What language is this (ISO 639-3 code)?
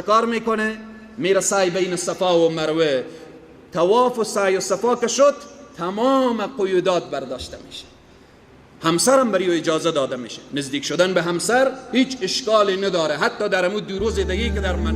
fas